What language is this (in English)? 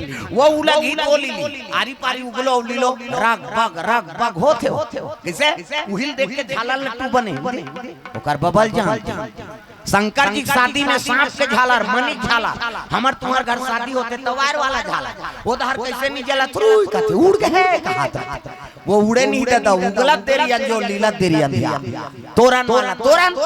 Chhattisgarhi